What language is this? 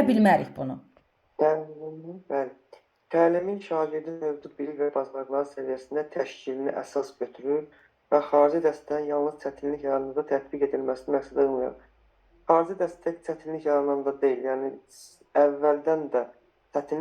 Azerbaijani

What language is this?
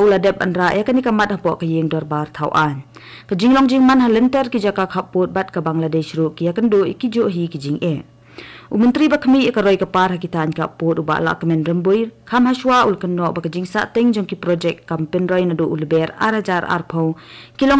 Khasi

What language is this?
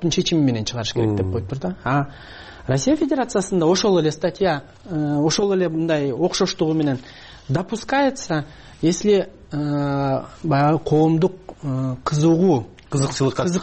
Kyrgyz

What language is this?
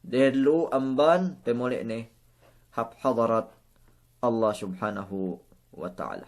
Yakan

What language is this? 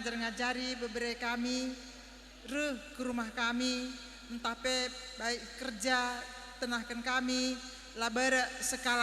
Batak Karo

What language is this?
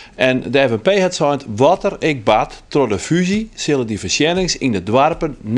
Western Frisian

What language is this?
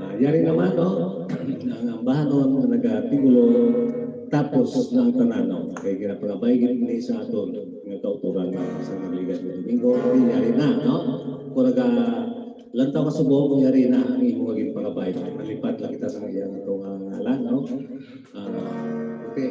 Hiligaynon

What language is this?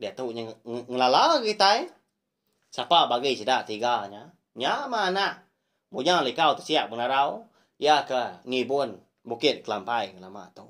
Iban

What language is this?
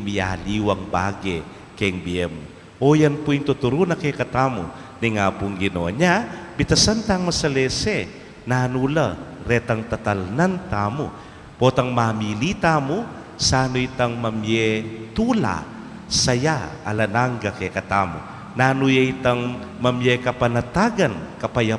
Pampanga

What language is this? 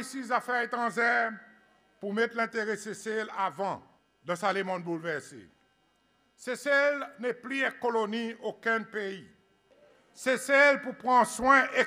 Seselwa Creole French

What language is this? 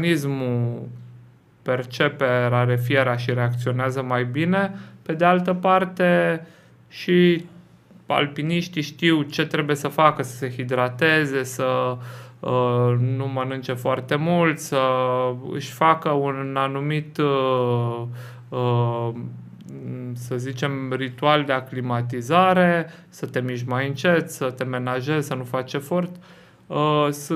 Romanian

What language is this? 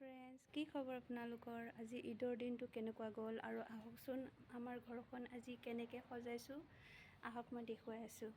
Assamese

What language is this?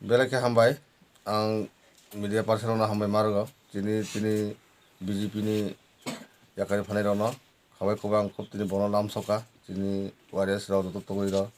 Kok Borok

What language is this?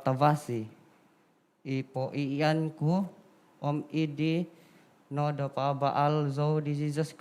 Central Dusun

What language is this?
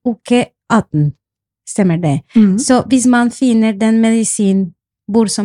Norwegian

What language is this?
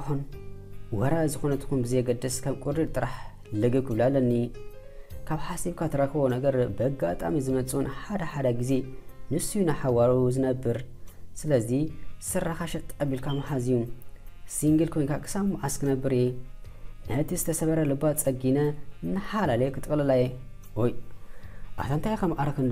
Tigrinya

